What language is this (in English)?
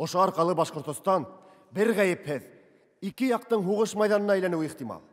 Bashkir